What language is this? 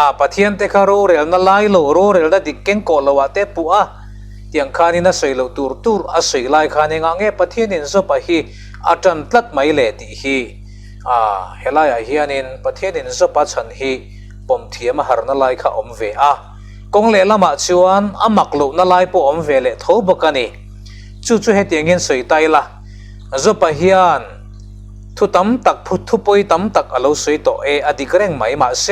Mizo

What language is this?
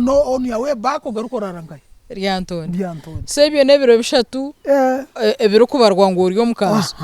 Nyankole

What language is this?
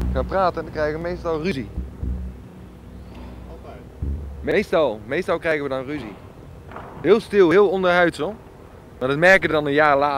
Dutch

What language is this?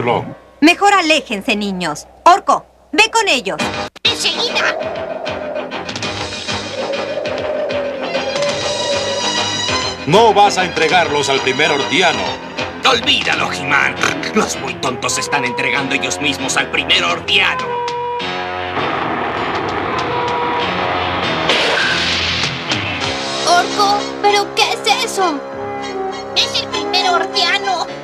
Spanish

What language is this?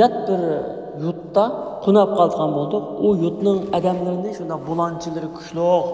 Uyghur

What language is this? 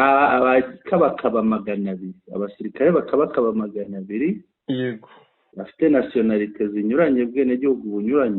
Kinyarwanda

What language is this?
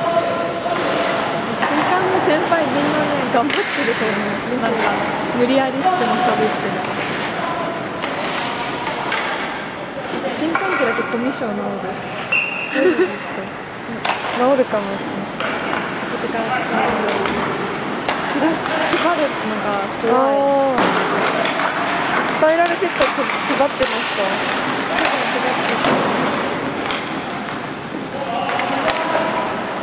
Japanese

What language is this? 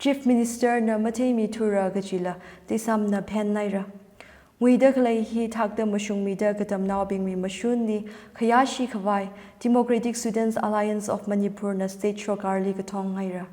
Tangkhul Naga (India)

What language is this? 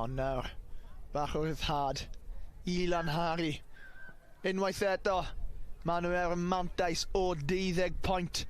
Welsh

